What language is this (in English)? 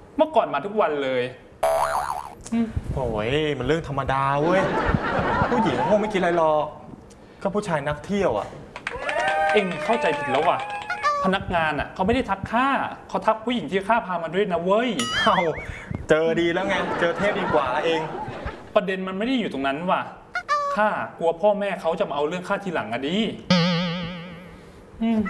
Thai